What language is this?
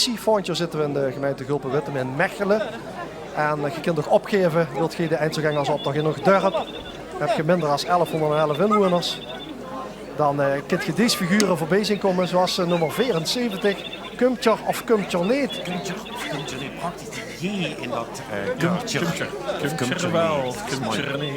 Limburgish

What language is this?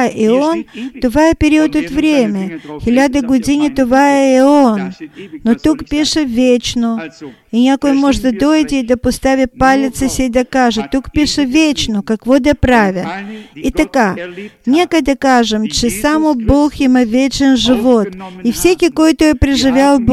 Bulgarian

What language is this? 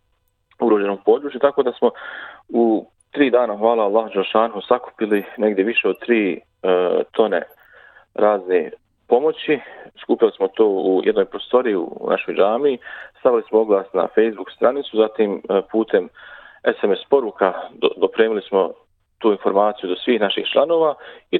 Croatian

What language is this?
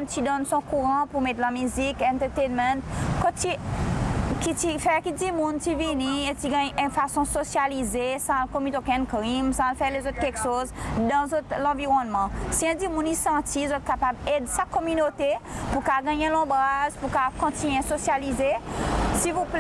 Seselwa Creole French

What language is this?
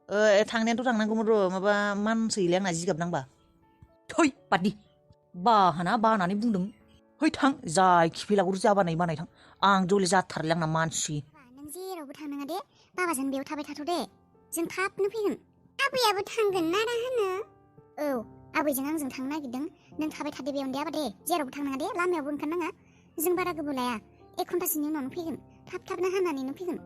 Bodo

